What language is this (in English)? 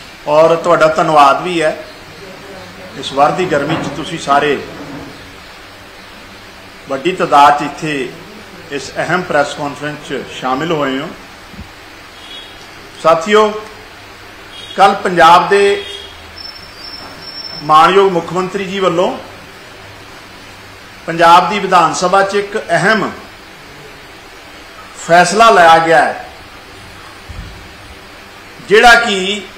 Punjabi